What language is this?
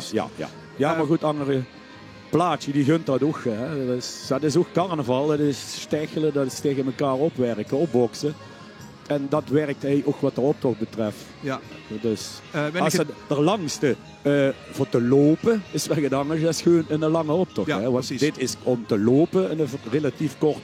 Limburgish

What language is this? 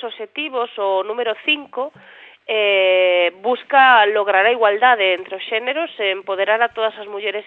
Galician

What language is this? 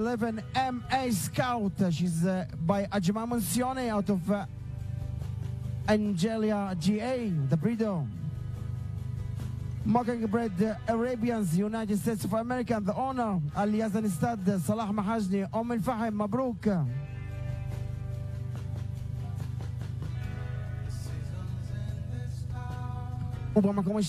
Hebrew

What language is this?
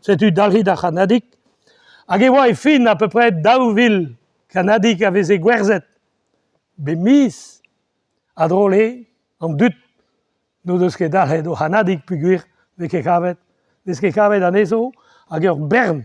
Breton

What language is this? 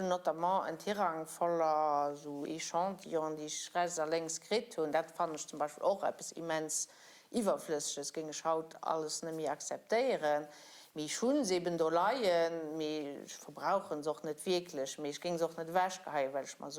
Luxembourgish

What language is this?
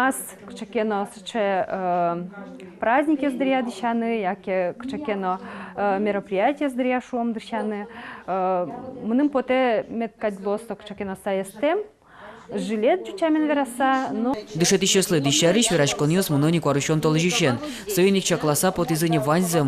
Udmurt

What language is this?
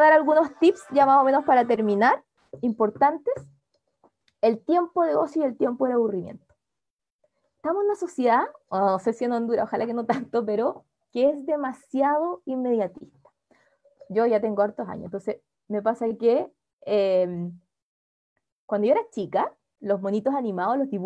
Spanish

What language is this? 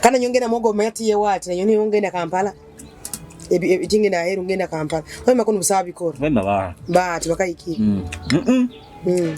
Nyoro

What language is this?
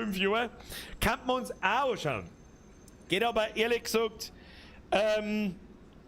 Bavarian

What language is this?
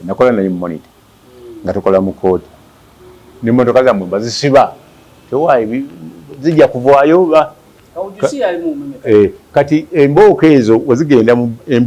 Ganda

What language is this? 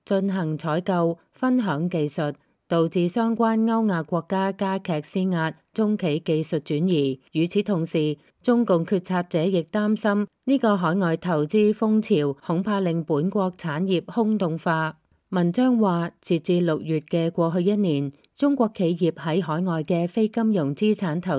Cantonese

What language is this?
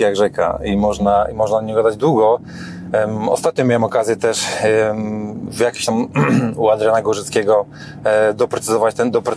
Polish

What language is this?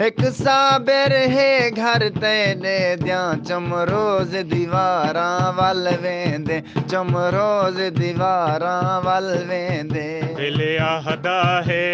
Saraiki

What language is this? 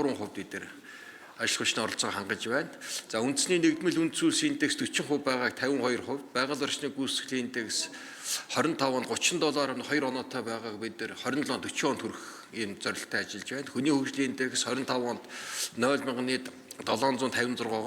Mongolian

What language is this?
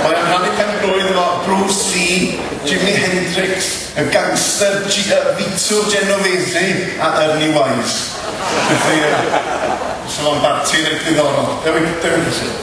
Welsh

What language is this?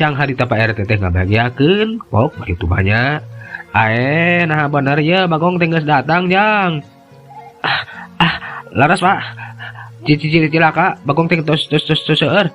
Sundanese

